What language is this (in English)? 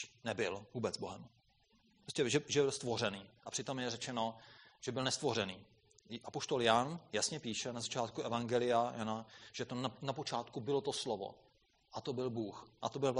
Czech